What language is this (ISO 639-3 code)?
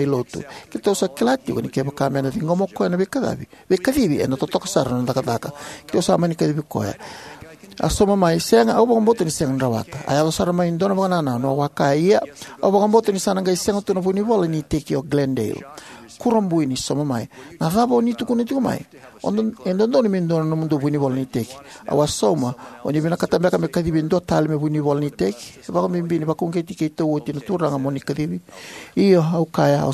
fij